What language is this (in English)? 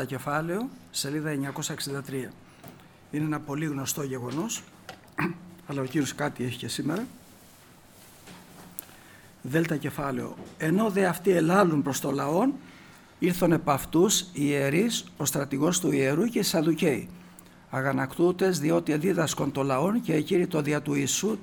Greek